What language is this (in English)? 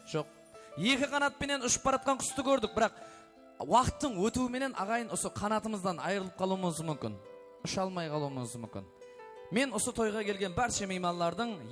Kara-Kalpak